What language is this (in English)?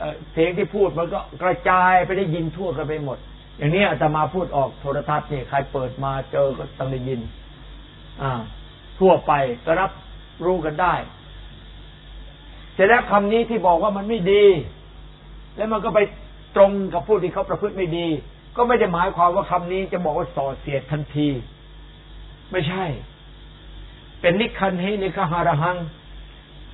Thai